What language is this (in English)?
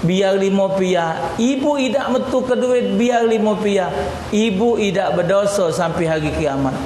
Musi